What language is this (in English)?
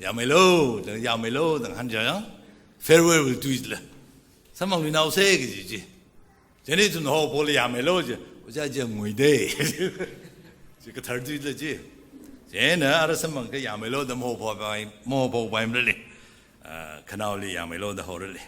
Tangkhul Naga (India)